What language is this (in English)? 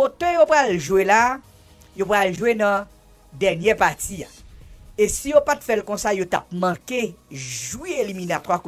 Haitian Creole